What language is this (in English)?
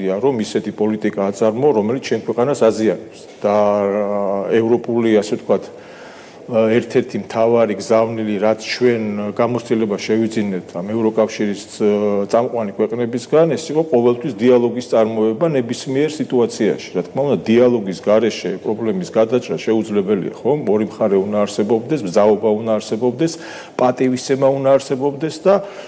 Georgian